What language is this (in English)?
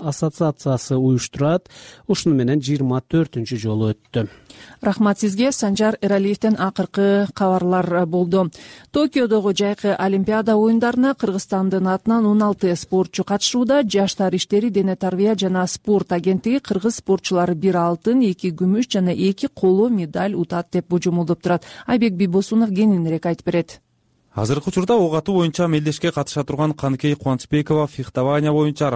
Kyrgyz